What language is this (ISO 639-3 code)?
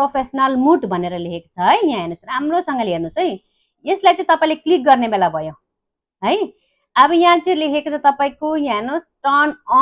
nep